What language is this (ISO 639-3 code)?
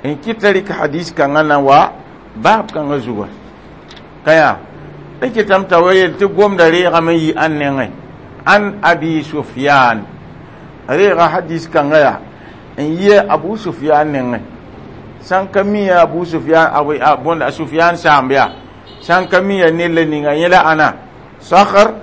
mos